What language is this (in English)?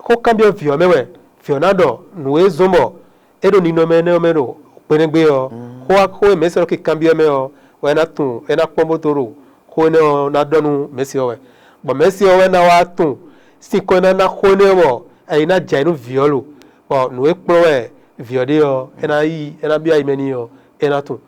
Fon